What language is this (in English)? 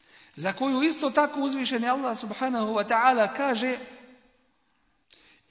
Bosnian